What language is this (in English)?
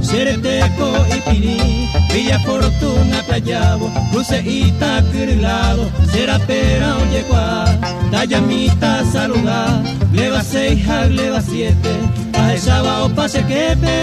Guarani